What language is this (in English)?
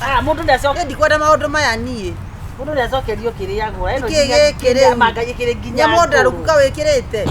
Kikuyu